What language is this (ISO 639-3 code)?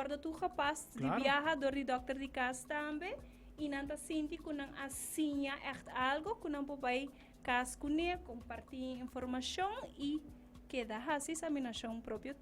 pap